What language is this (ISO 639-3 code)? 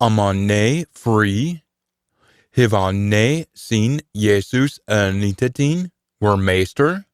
sco